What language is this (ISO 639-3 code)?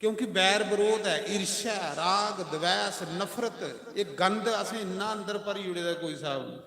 doi